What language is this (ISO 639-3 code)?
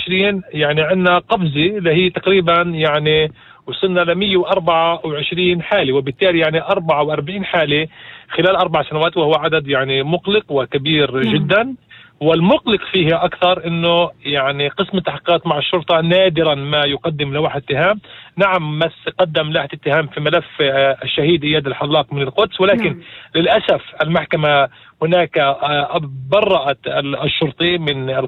apc